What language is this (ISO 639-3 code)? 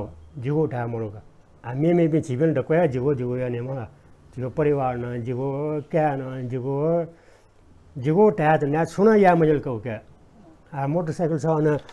new